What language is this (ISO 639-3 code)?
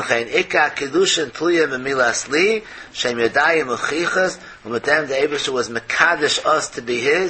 yid